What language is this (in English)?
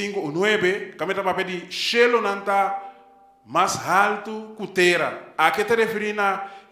Papiamento